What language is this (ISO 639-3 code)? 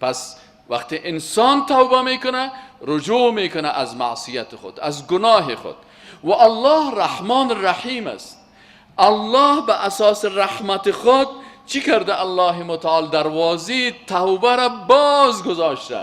fas